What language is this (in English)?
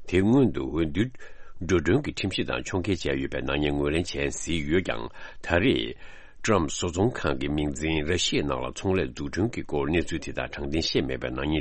Tibetan